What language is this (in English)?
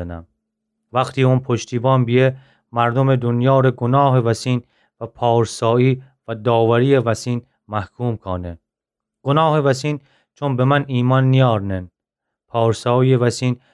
Gilaki